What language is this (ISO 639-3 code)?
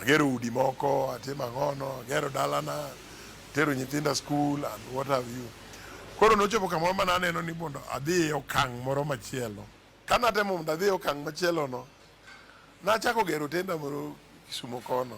luo